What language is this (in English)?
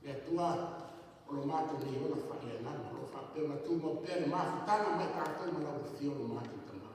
Samoan